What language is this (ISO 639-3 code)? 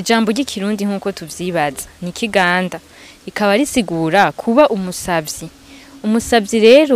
run